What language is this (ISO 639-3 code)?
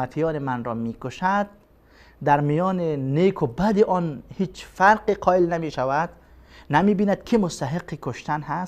fas